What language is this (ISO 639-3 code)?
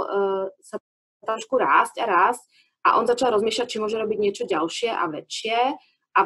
slk